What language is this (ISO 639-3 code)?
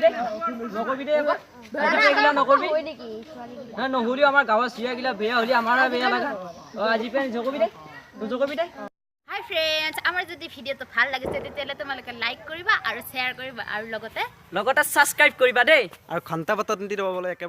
asm